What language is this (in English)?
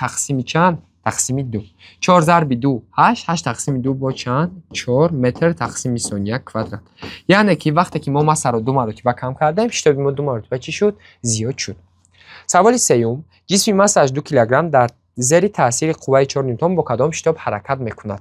Tajik